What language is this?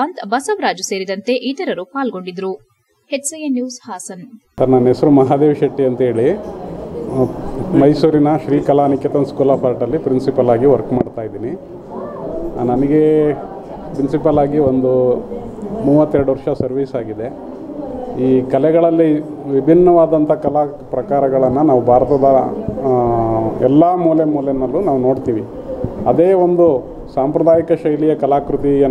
Kannada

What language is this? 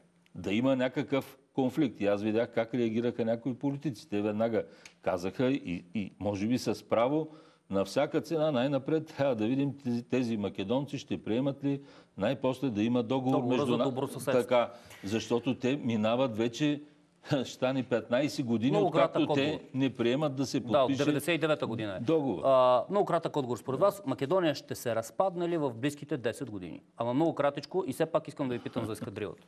Bulgarian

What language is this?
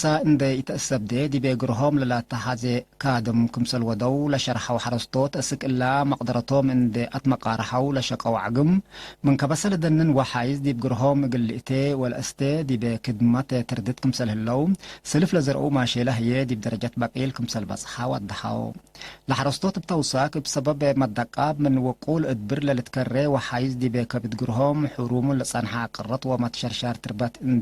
Tigre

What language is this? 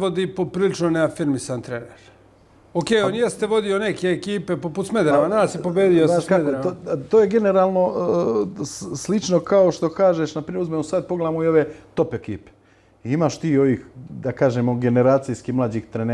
Serbian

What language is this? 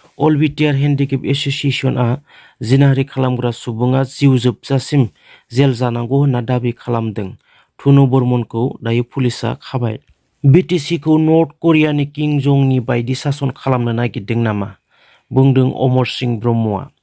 Bodo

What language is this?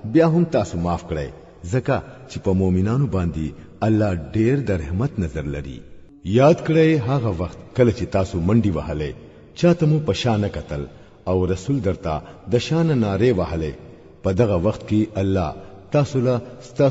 Pashto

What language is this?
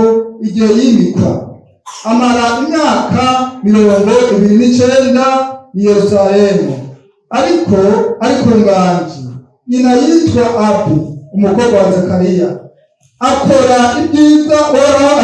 Rundi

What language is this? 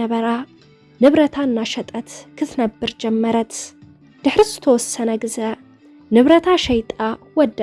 Tigrinya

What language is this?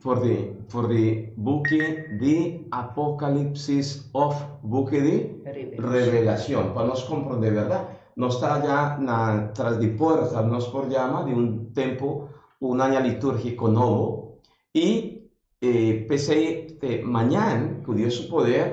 Papiamento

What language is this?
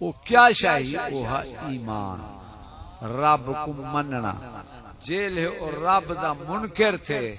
Saraiki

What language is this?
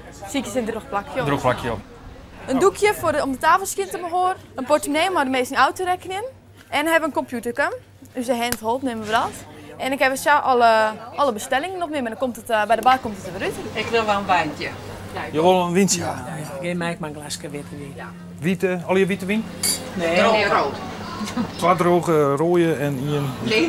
Western Frisian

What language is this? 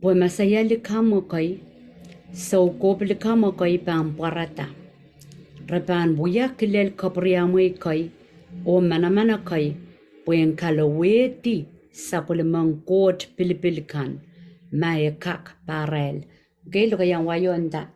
Pohnpeian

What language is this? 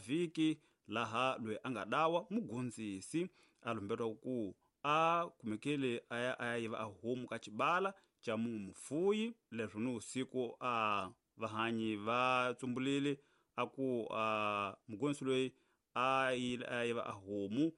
Tsonga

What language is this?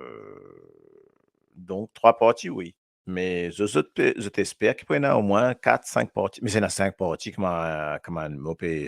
Morisyen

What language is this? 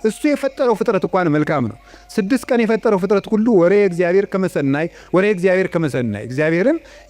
Amharic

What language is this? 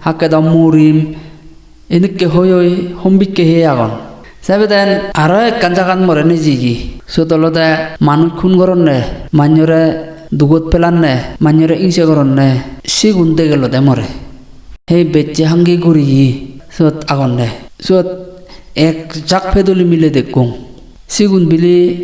Chakma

